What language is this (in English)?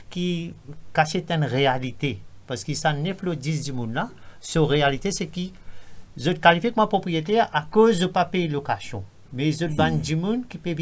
Morisyen